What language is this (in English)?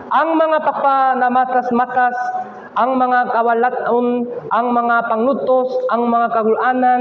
Cebuano